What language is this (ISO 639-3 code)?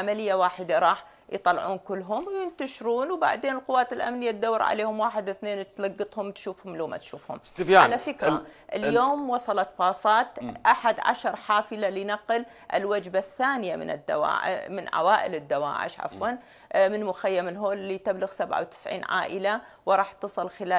acm